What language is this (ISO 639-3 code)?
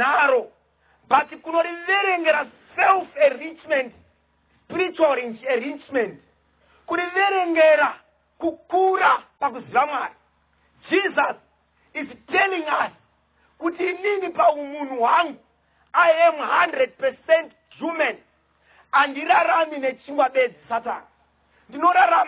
sna